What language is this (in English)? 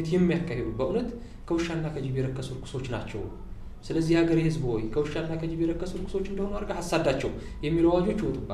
Amharic